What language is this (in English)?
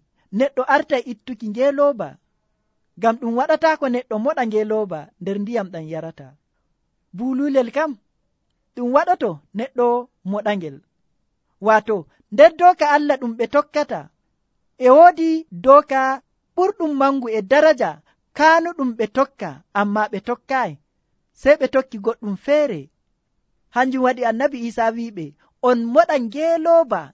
Nigerian Fulfulde